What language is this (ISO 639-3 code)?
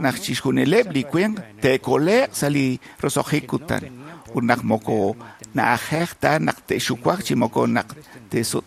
kek